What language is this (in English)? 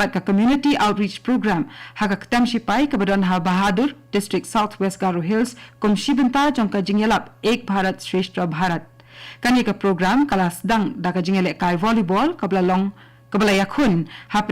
Khasi